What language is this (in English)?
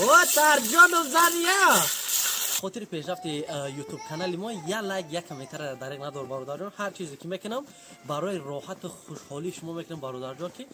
Tajik